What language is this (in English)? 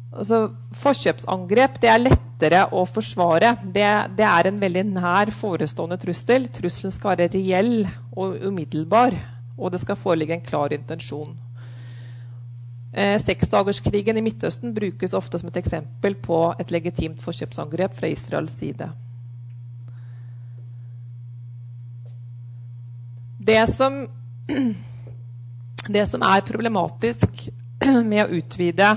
Norwegian